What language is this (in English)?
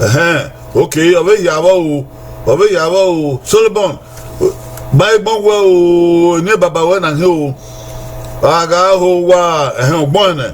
Bini